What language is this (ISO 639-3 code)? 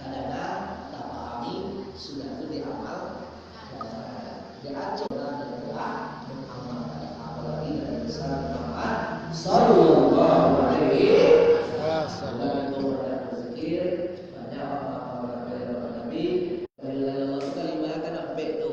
min